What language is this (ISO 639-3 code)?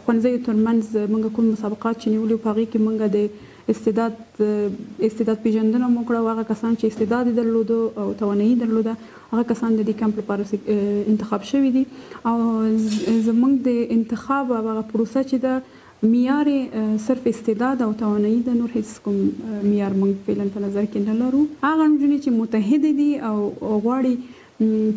pus